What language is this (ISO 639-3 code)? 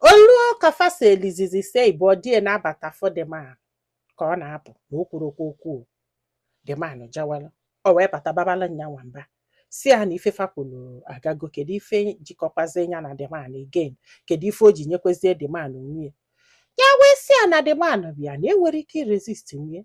ibo